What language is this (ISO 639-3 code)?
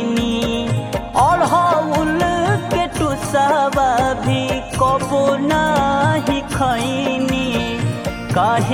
bho